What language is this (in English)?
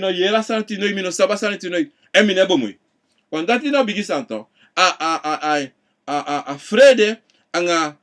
Sranan Tongo